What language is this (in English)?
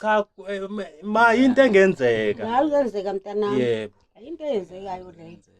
Zulu